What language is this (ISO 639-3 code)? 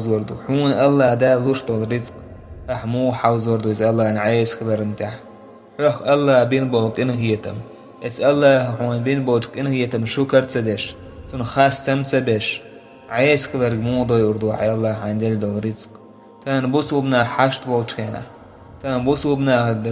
che